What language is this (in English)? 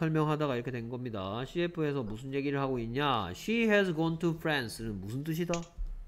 Korean